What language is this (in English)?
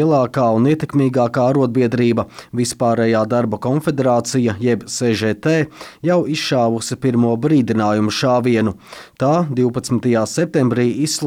Latvian